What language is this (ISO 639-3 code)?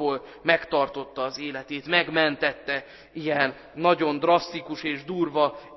hun